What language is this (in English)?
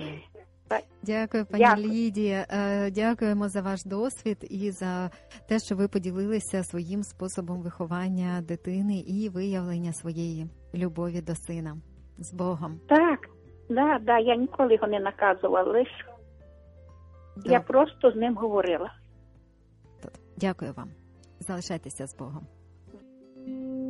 Ukrainian